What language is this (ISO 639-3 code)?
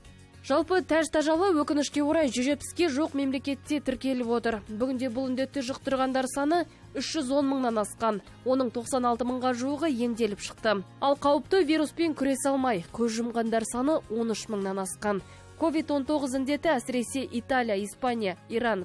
kaz